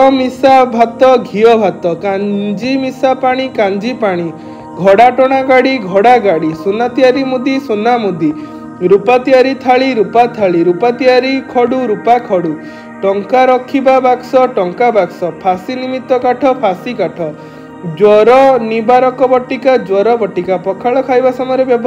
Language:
Odia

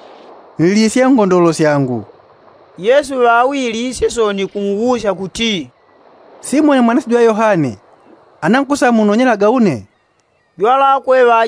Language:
Yao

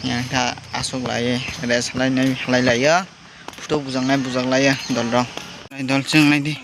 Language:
Kok Borok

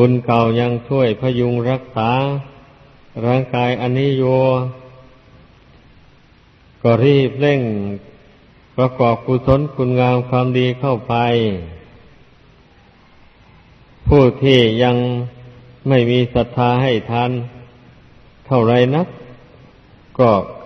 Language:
Thai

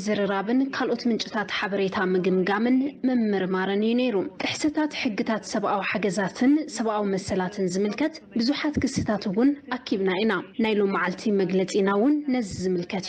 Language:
Tigrinya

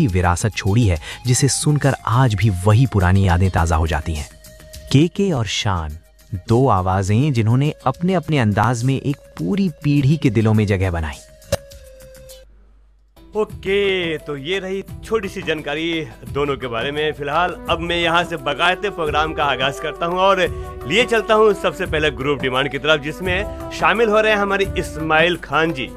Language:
Hindi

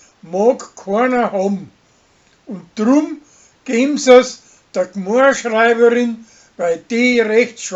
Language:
Bavarian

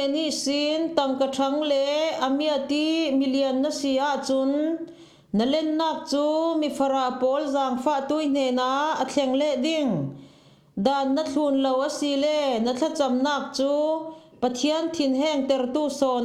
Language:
Falam Chin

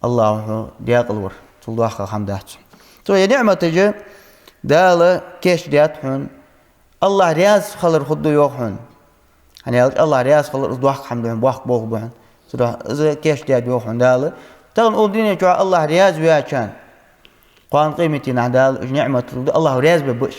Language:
Ingush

